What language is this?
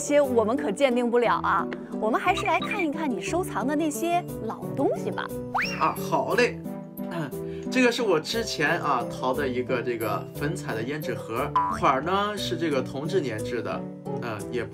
Chinese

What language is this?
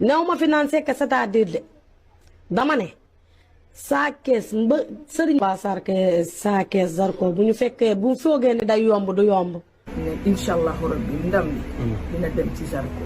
Wolof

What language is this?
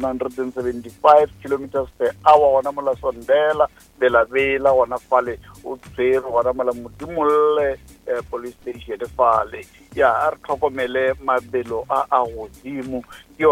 Northern Sotho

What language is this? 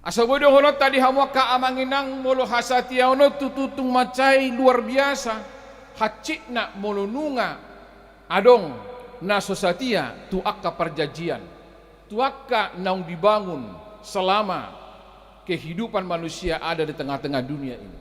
Batak Toba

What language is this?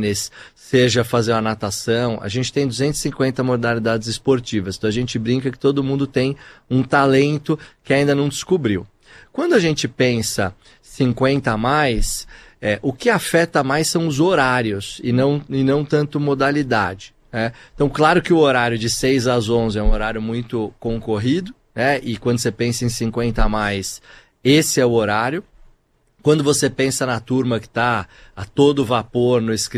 Portuguese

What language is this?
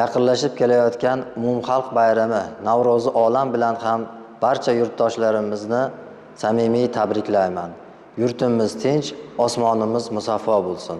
Uzbek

